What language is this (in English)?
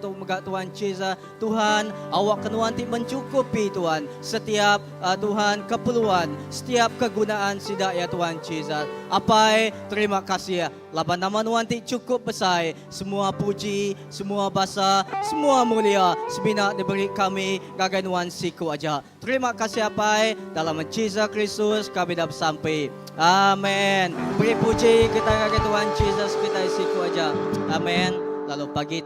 Iban